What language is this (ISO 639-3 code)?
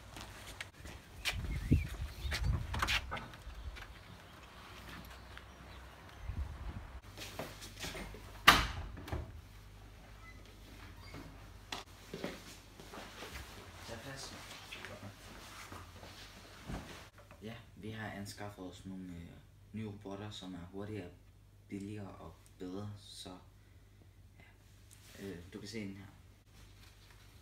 dan